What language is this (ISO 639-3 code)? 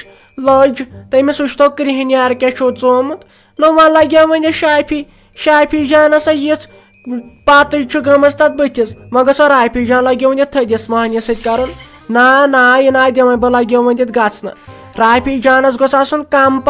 kas